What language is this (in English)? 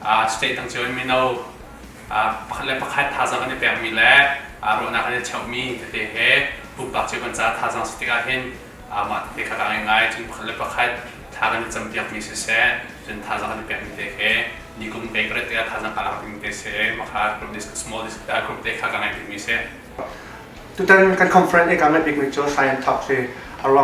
Hakha Chin